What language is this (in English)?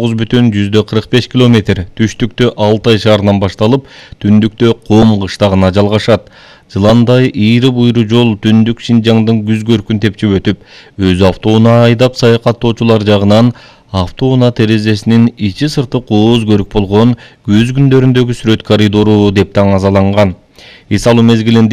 Kyrgyz